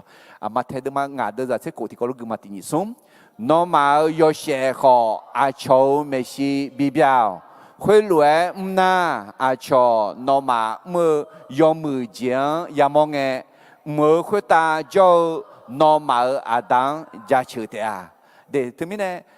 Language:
Akha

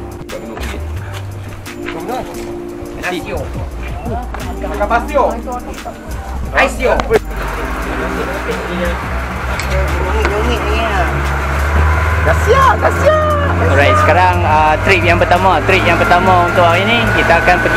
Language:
Malay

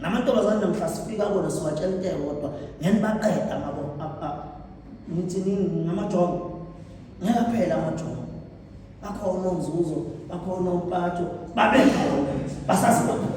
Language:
Zulu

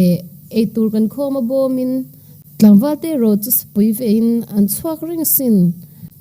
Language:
Mizo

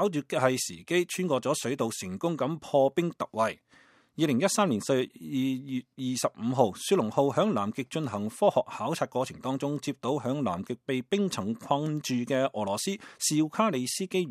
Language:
Cantonese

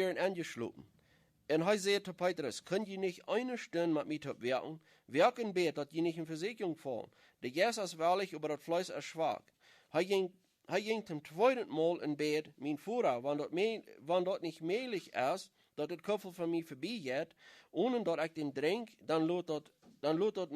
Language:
Plautdietsch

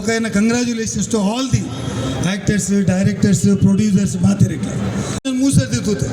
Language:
Tulu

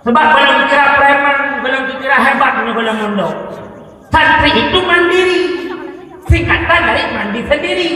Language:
Achinese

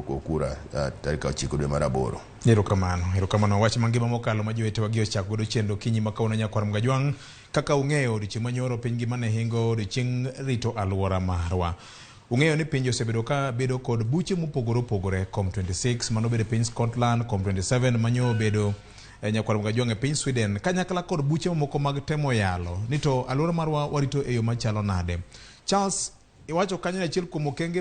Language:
Luo (Kenya and Tanzania)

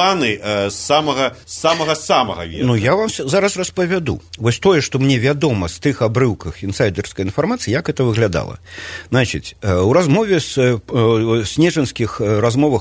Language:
Belarusian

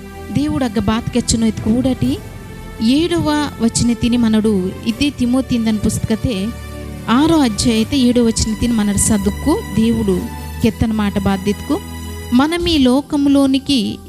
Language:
Koya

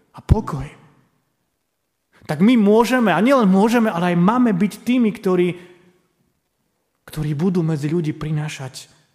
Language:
Slovak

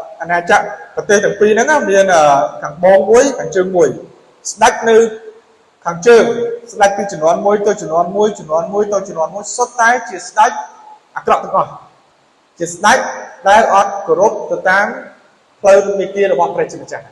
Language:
Khmer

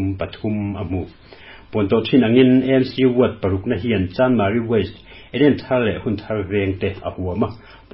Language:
Mizo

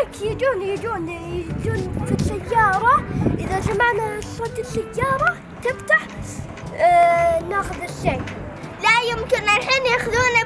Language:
Arabic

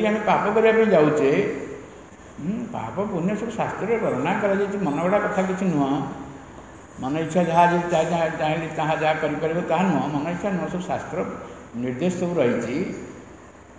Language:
Odia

